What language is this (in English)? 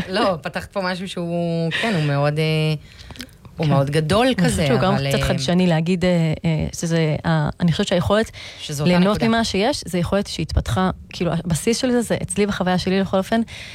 Hebrew